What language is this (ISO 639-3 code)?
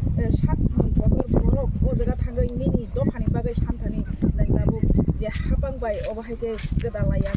trp